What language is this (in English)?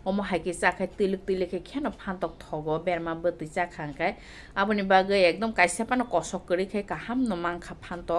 Kok Borok